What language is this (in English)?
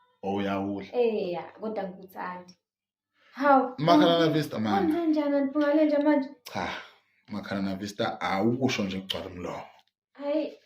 Zulu